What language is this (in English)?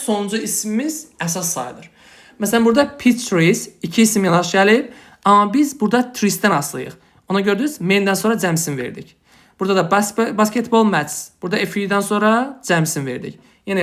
Azerbaijani